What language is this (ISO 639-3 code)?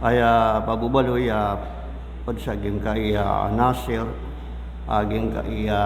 mrw